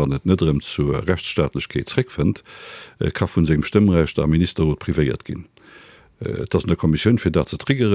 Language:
Luxembourgish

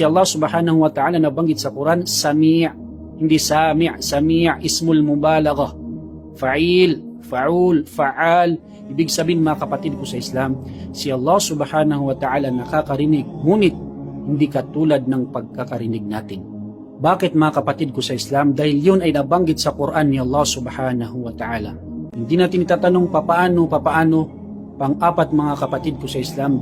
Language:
Maranao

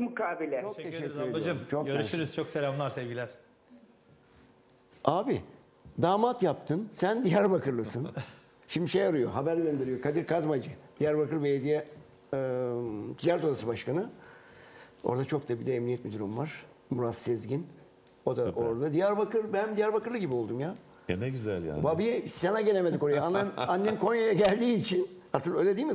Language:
Turkish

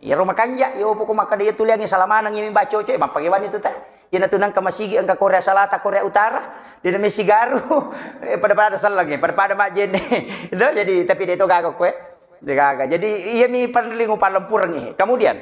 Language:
Buginese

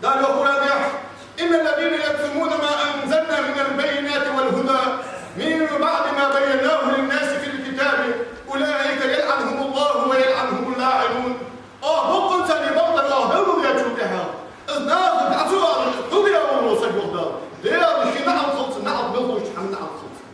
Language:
Ingush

